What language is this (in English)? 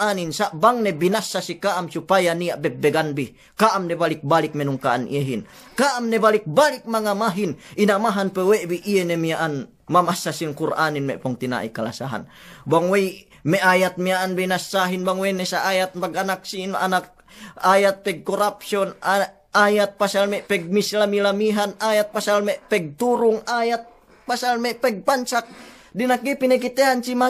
Yakan